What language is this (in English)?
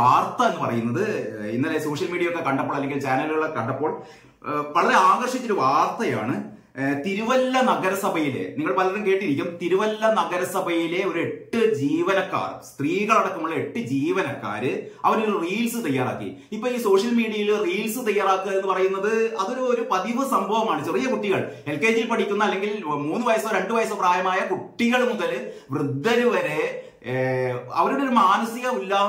Malayalam